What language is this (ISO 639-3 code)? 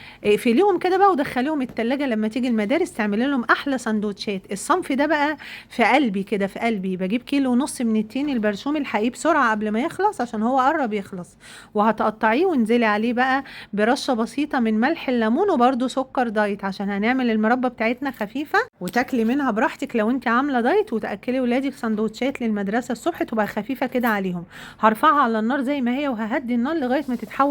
arz